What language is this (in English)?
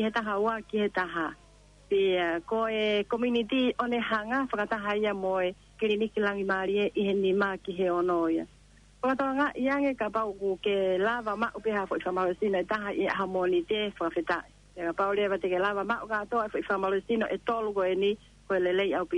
Tongan